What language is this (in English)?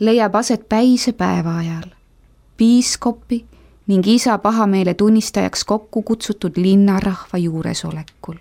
Estonian